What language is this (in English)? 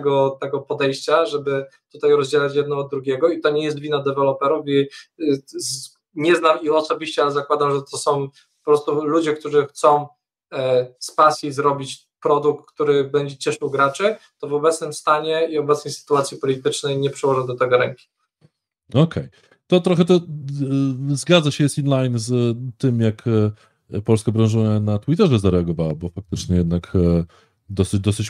Polish